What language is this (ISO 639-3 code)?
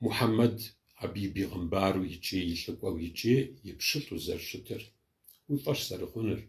kbd